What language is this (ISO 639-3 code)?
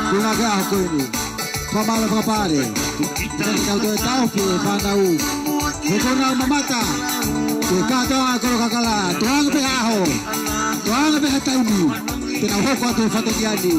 ton